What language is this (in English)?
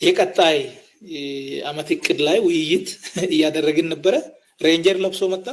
Amharic